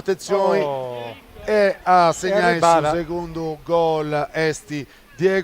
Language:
Sardinian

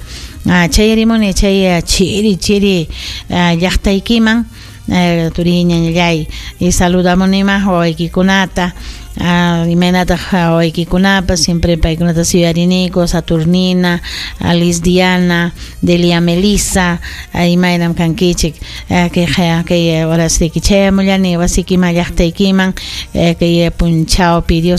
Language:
Ayacucho Quechua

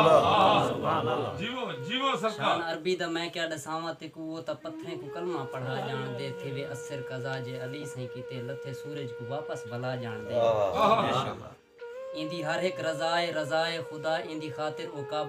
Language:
Saraiki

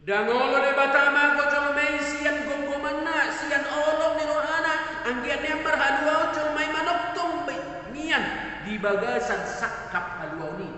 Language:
Batak Toba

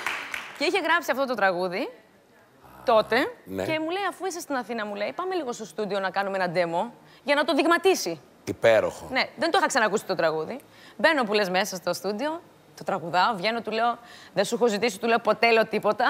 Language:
Greek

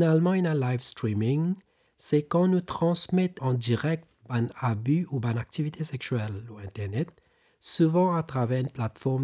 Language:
Morisyen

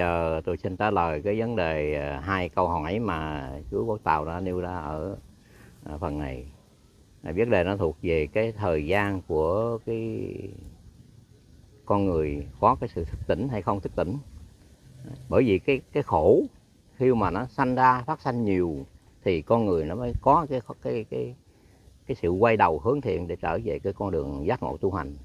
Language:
Vietnamese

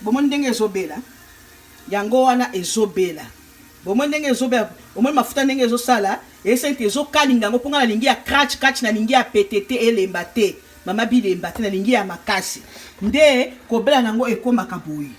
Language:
Lingala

